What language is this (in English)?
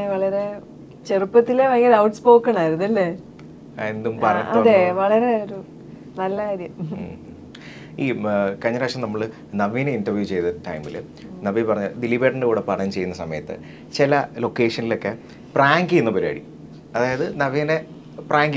Malayalam